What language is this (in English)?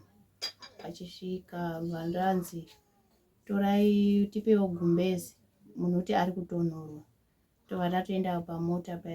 Shona